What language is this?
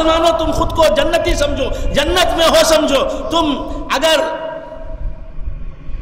Urdu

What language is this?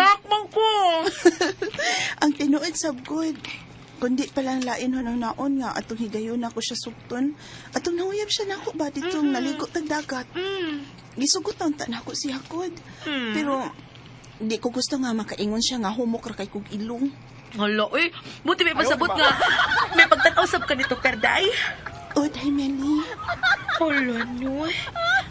Cebuano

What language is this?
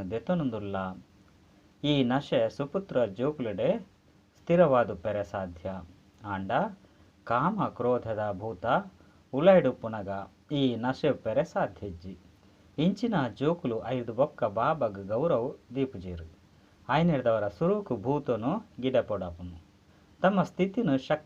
Tulu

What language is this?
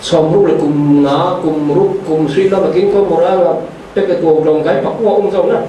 Falam Chin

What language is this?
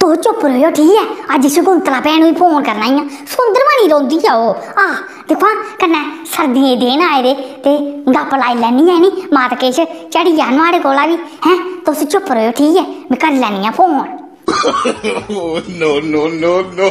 Dogri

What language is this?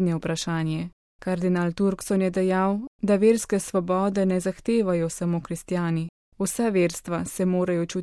Slovenian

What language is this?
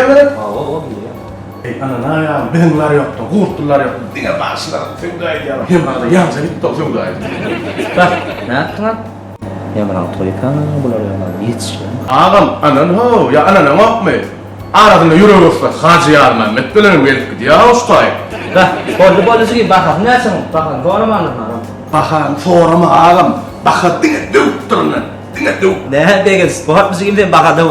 Turkmen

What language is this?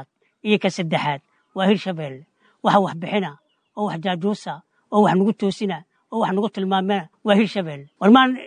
Somali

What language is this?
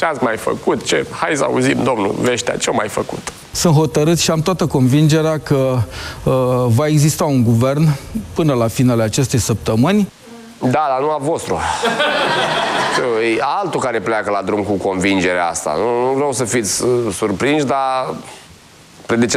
Romanian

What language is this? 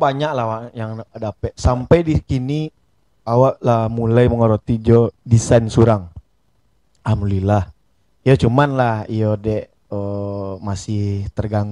Minangkabau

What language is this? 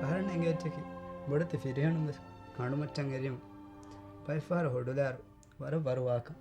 Divehi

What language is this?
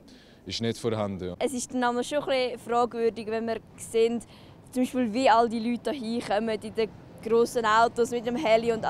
Swiss German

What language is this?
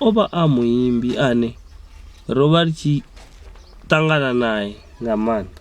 Venda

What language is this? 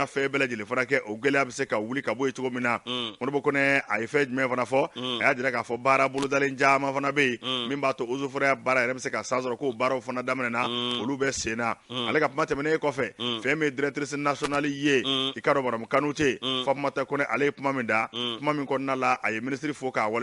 Bambara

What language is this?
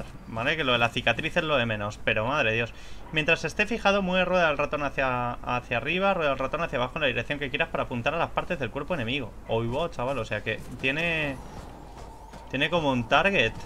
Spanish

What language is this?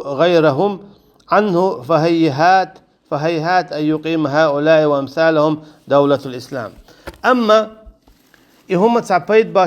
Chechen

